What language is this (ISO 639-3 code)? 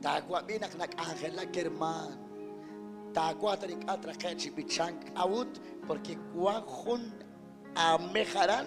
kek